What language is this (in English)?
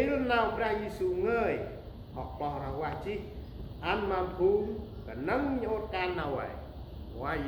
Central Mnong